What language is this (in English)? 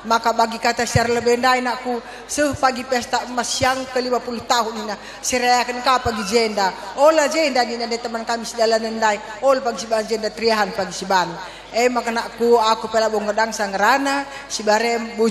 Batak Karo